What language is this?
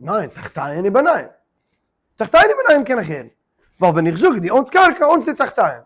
Yiddish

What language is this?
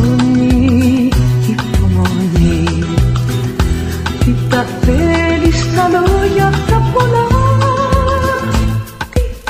Greek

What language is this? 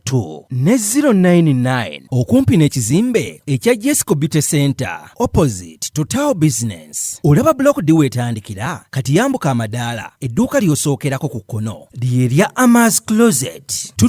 Ganda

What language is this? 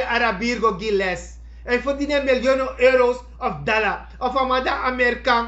Sranan Tongo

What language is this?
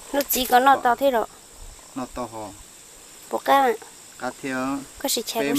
Hmong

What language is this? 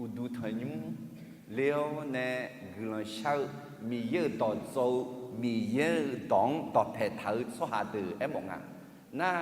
Akha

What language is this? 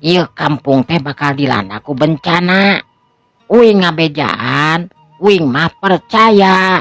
Sundanese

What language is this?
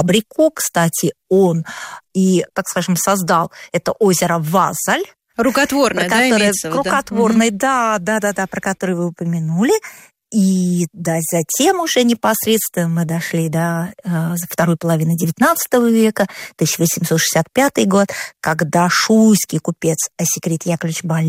Russian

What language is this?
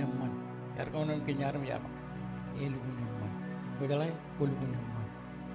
Marshallese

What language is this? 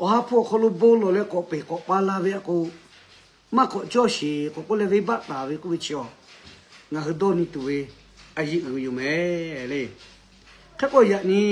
Lahu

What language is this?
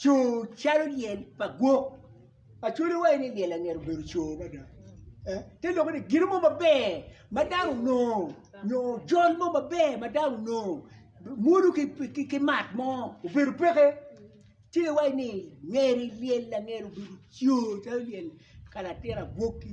Acoli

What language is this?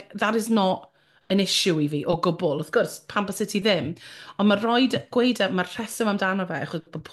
Welsh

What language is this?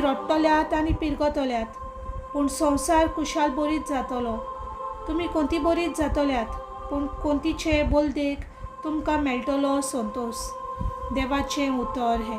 Konkani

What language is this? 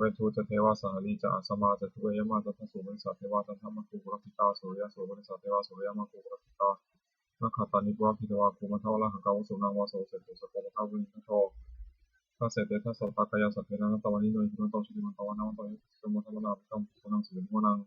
Pali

